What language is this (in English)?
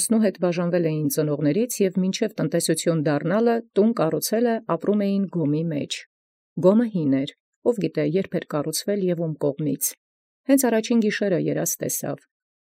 Armenian